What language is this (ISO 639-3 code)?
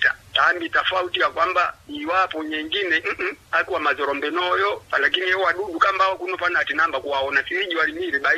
swa